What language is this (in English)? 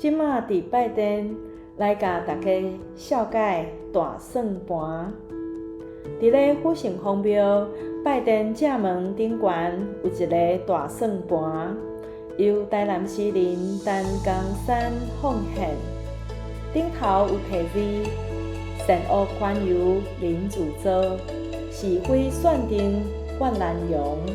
Min Nan Chinese